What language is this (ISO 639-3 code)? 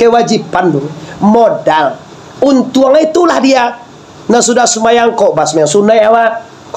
min